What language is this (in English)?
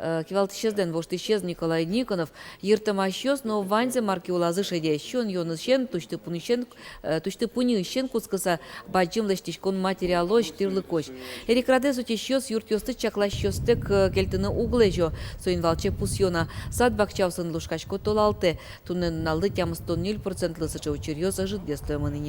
Udmurt